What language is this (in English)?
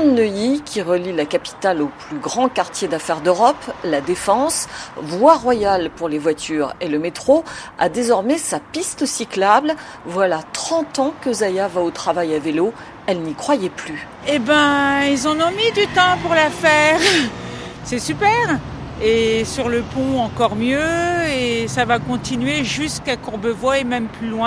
French